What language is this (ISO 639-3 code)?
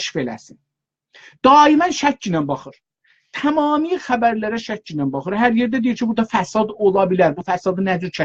azb